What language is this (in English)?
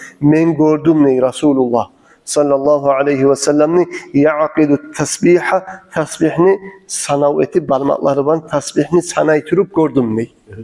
Kumyk